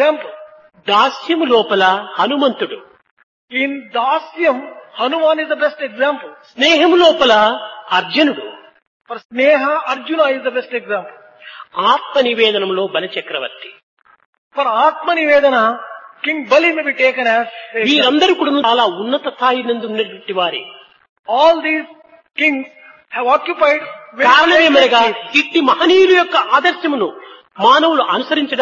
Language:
Telugu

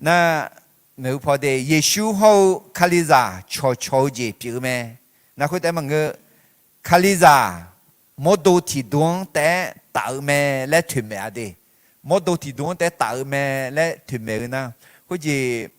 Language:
Akha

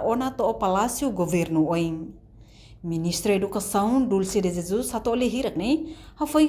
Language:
Tetum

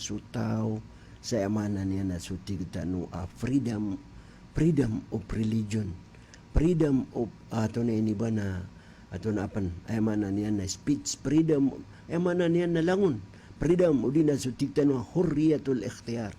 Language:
Maranao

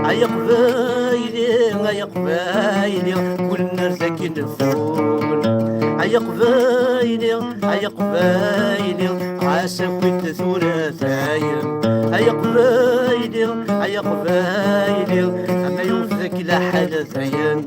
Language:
Kabyle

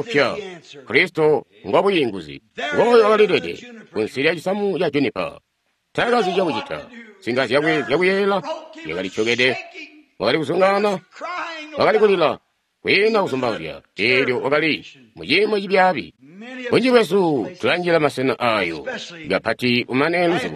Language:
Tonga (Zambia)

